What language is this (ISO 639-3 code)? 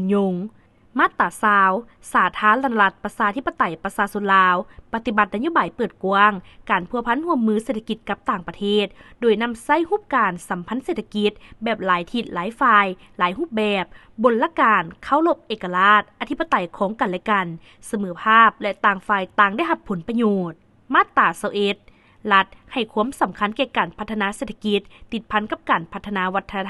lao